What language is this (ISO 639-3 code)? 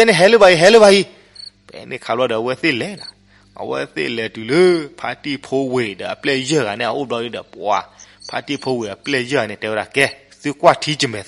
ksw